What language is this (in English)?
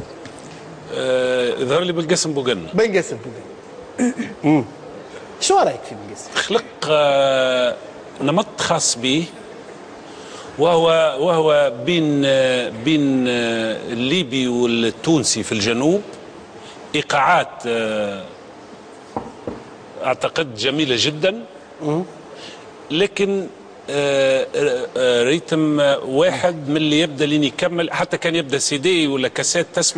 Tunisian Arabic